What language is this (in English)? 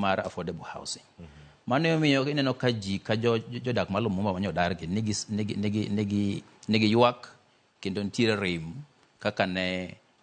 Luo (Kenya and Tanzania)